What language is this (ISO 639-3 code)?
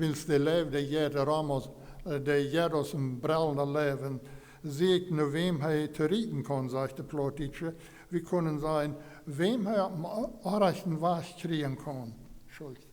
pdt